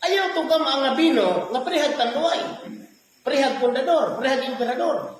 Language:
Cebuano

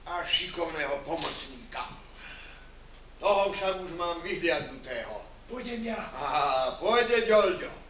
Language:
Slovak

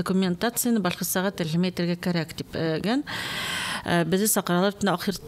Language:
Bashkir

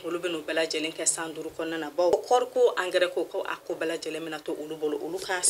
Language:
Bambara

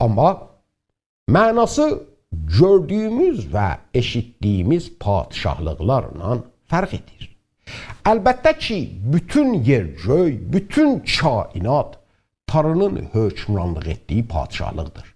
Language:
South Azerbaijani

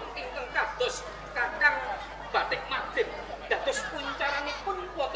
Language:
Javanese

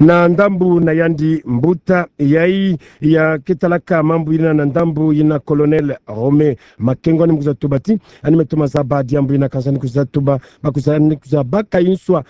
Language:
Kituba (Democratic Republic of Congo)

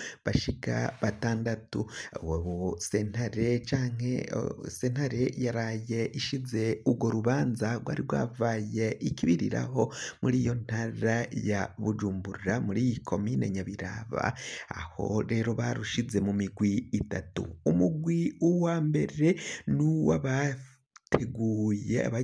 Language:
Rundi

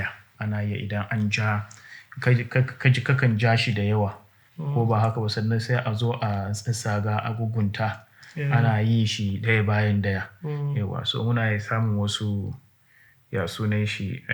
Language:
Hausa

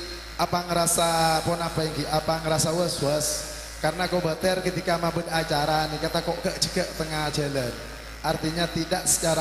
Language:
Madurese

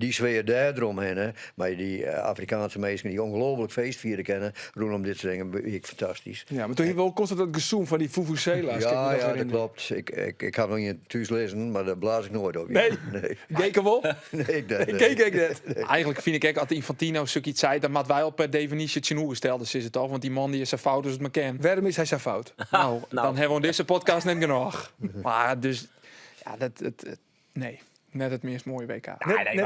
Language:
Western Frisian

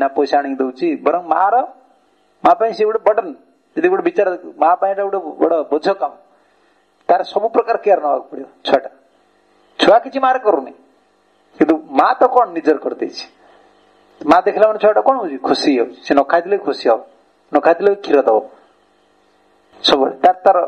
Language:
Odia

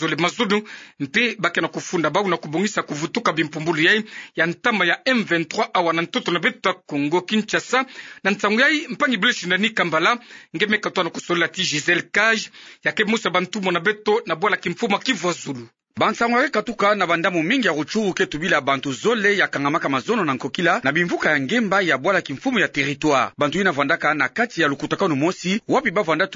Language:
Kituba (Democratic Republic of Congo)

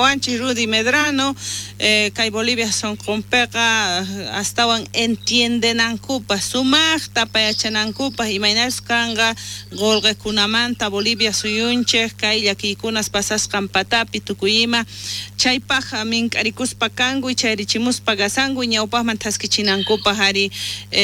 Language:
South Bolivian Quechua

